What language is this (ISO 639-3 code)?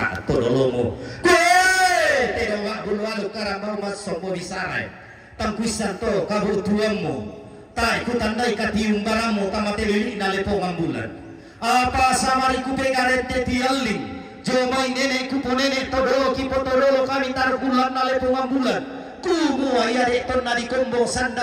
sda